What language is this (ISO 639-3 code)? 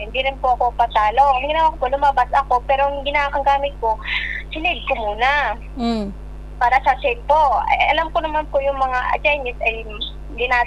fil